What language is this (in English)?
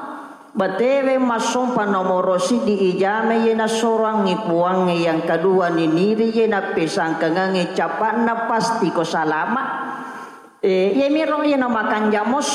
Buginese